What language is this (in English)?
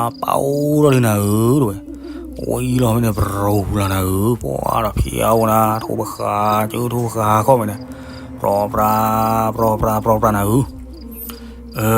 S'gaw Karen